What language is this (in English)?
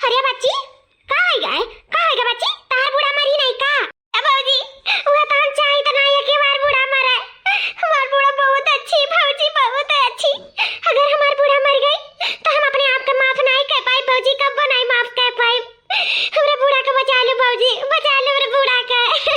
Awadhi